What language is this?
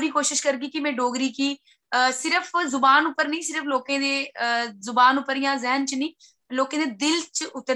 Dogri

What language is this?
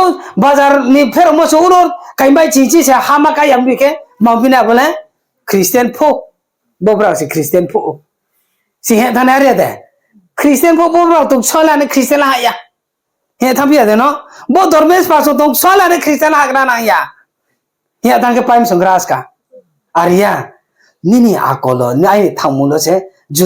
Riang (India)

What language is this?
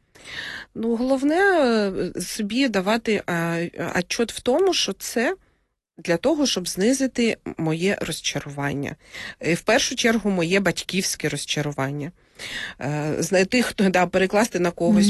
Ukrainian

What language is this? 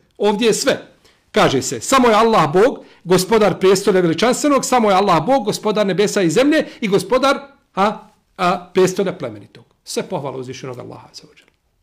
Bosnian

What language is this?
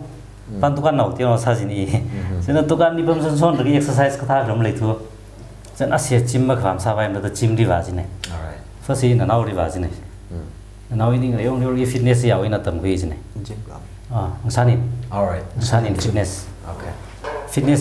Tangkhul Naga (India)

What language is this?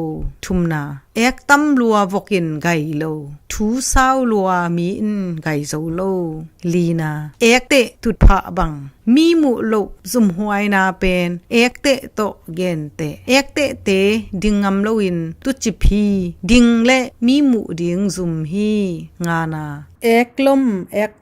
Tedim Chin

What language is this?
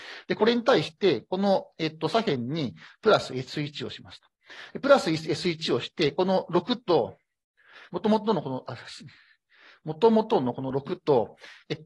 Japanese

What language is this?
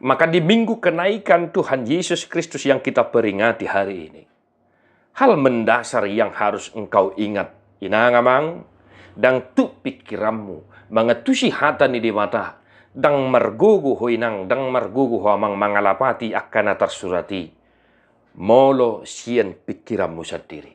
Batak Toba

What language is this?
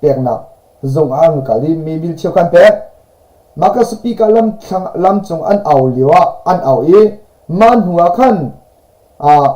Hakha Chin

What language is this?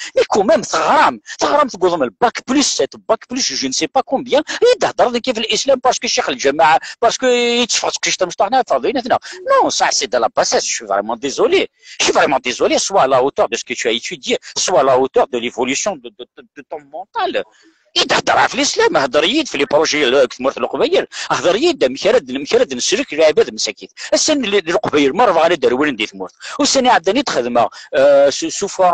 Kabyle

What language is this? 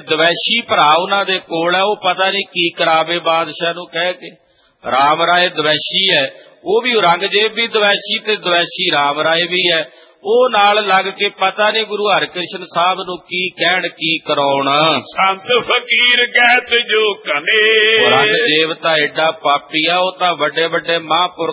Punjabi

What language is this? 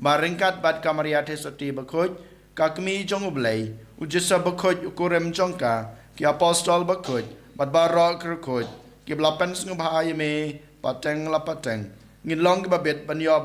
Khasi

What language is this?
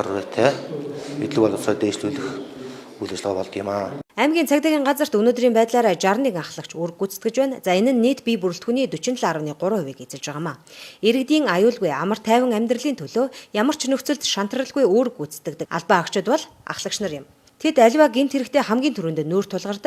Mongolian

